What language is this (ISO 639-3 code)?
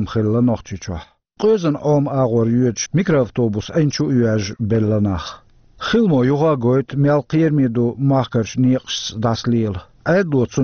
che